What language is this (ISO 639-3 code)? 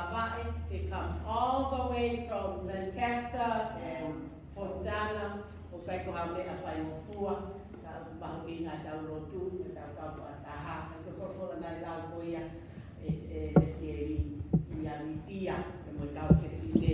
ton